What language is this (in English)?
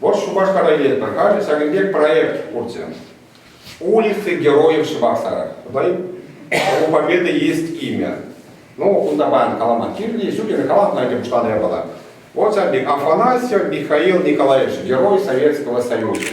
Chuvash